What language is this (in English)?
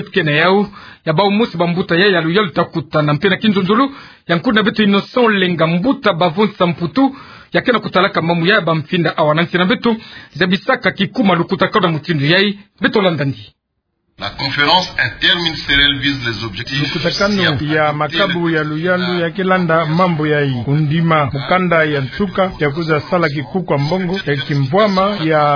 Kituba (Democratic Republic of Congo)